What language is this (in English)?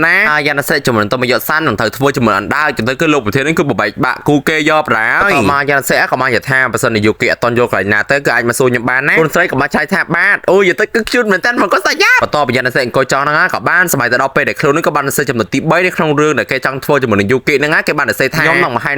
Khmer